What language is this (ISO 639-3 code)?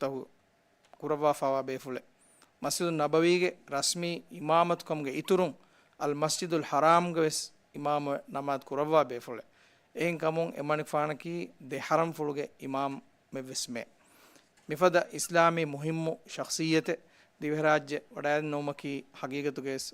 div